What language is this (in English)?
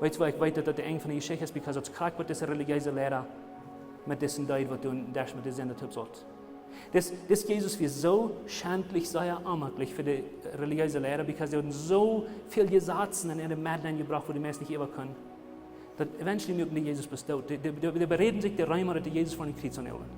Plautdietsch